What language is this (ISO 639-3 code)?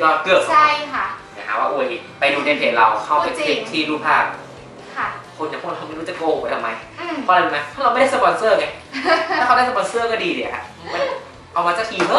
tha